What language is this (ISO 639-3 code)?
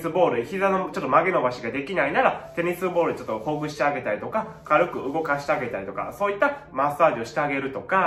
jpn